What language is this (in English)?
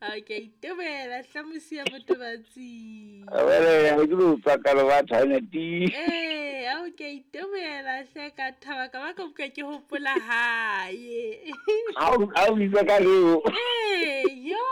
Southern Sotho